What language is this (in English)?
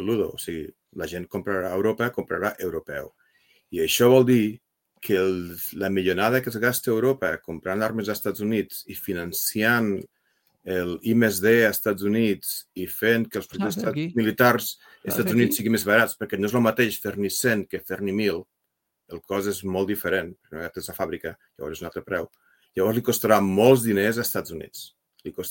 Catalan